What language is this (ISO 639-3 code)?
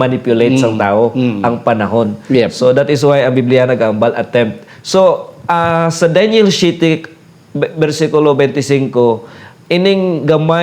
hil